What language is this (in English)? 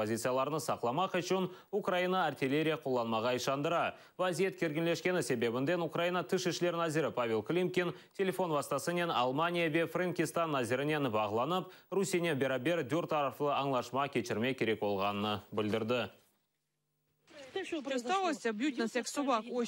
Crimean Tatar